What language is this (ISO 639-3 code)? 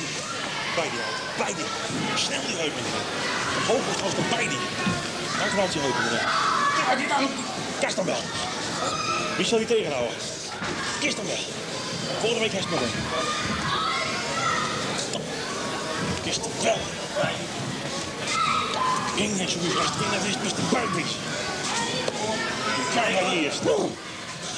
nld